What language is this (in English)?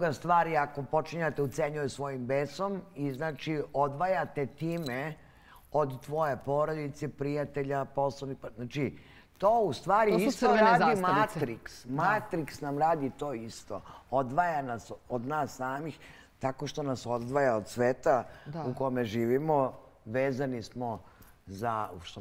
Serbian